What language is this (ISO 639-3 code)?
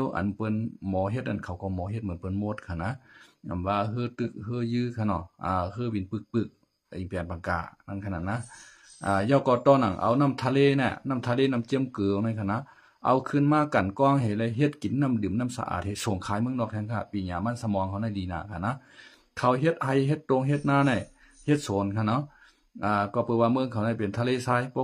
shn